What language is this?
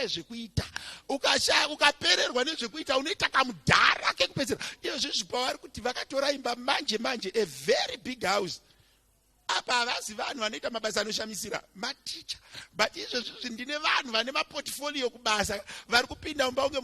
Shona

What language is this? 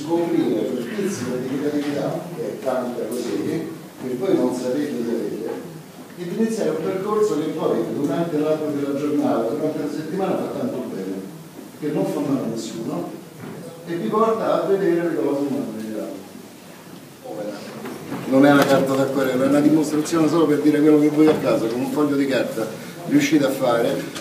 Italian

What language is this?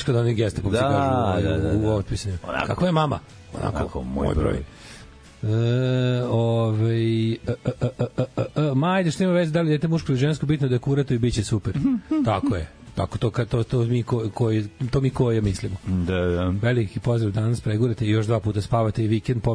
Serbian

